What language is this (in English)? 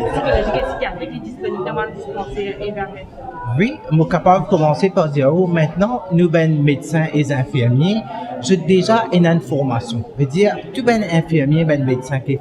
Morisyen